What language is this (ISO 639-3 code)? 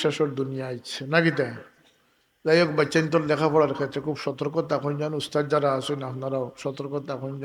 syl